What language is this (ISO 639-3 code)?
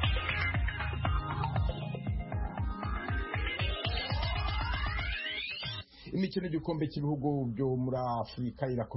kin